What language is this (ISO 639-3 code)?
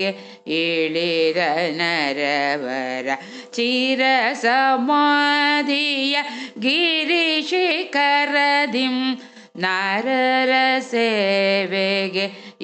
kan